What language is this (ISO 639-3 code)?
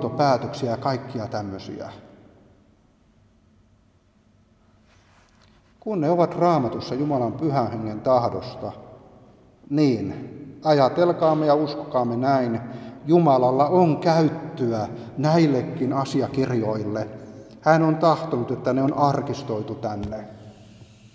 fin